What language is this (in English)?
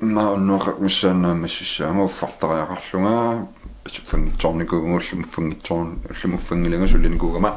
Kalaallisut